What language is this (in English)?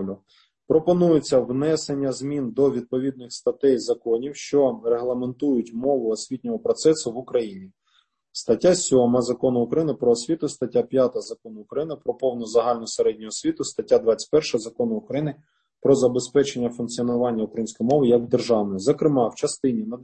Ukrainian